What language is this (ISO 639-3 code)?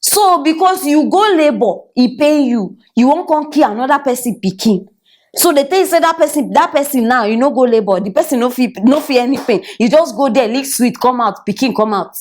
pcm